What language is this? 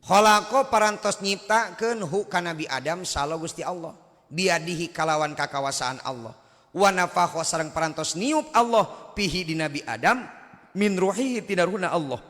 Sundanese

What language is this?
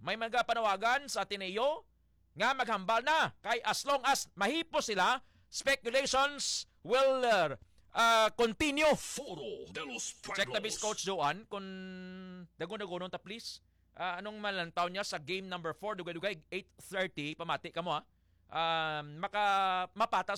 Hiligaynon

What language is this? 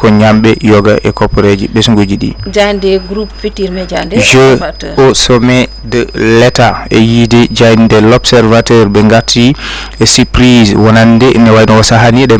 Fula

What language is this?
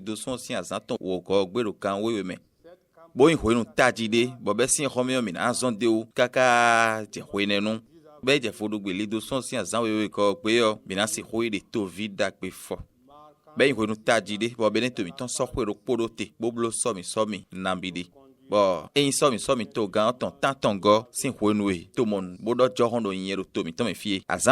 Fon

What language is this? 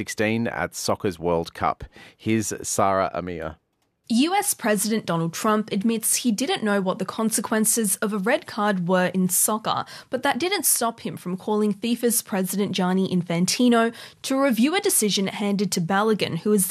English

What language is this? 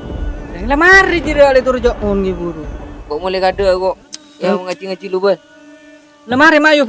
Madurese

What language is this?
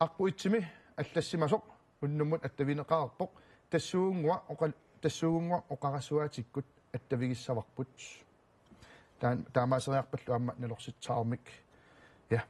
Kalaallisut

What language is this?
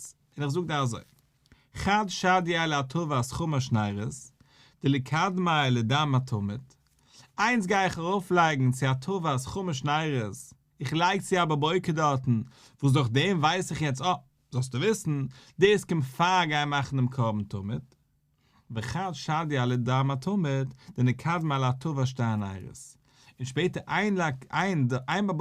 Yiddish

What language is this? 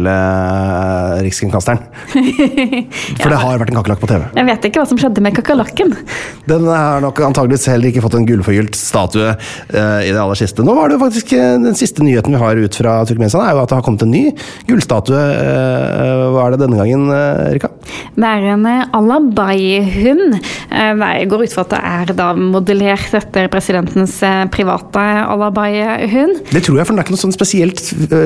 Norwegian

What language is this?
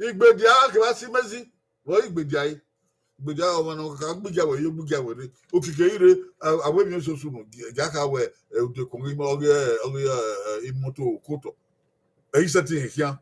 Bini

